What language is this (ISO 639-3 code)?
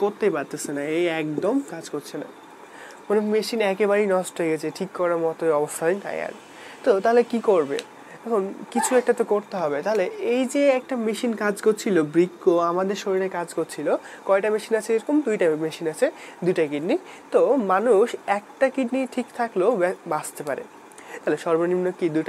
ben